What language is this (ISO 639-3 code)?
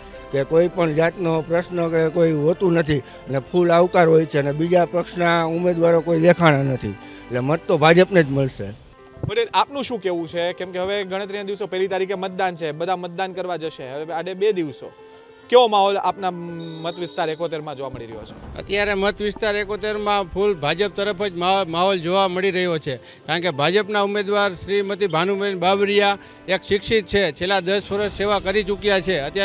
guj